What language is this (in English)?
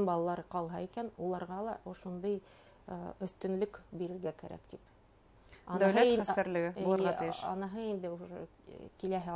Bashkir